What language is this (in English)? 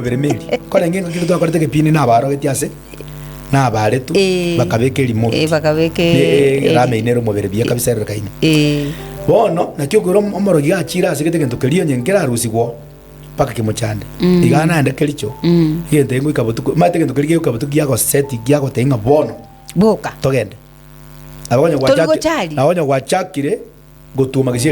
Gusii